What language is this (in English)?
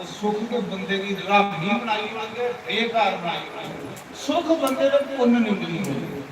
Dogri